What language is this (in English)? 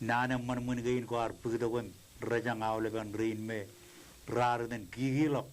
Marshallese